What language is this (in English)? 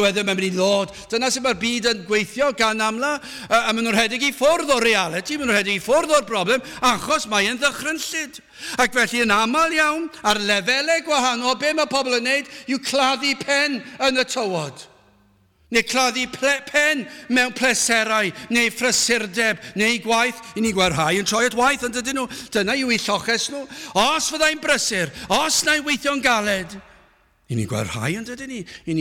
Welsh